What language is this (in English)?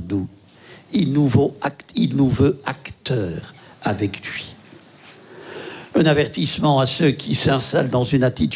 French